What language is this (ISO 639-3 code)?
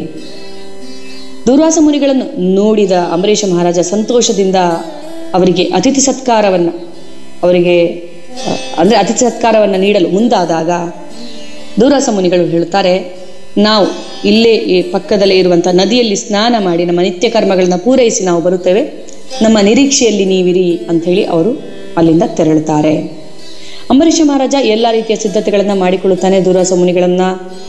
kan